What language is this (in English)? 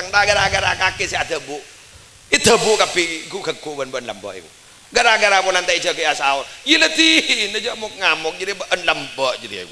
Madurese